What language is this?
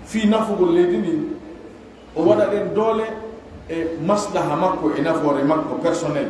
Pular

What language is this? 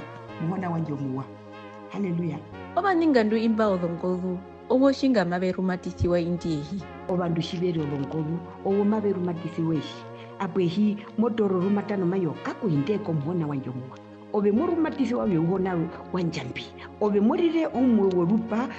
Herero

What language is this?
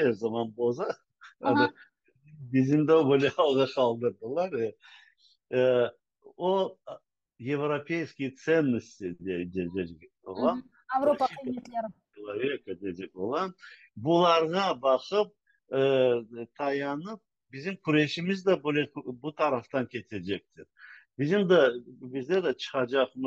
Crimean Tatar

